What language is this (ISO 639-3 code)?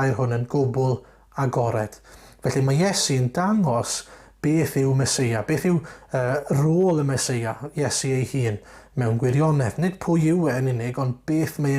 cym